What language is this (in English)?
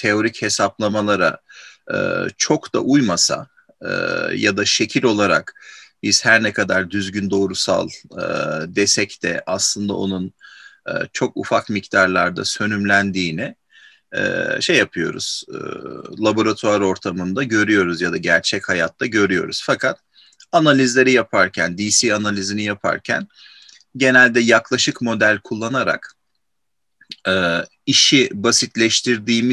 Turkish